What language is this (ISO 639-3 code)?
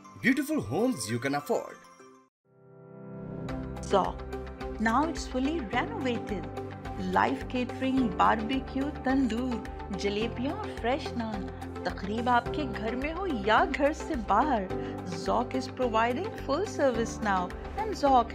urd